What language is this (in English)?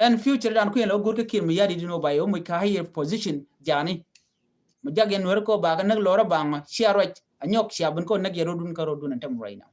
Nuer